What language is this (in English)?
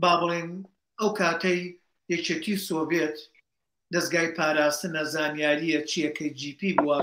Central Kurdish